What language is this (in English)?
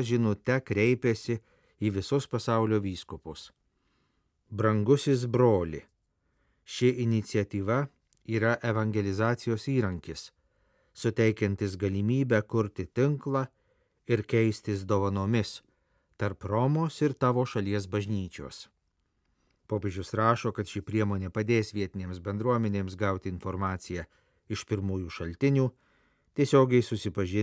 Lithuanian